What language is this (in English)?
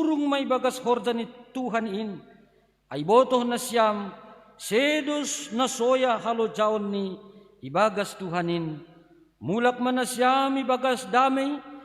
Batak Simalungun